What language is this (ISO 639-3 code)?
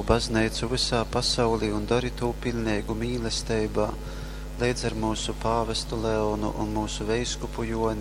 ltg